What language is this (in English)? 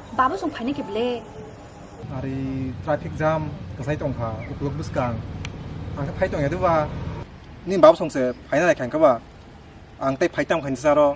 Kok Borok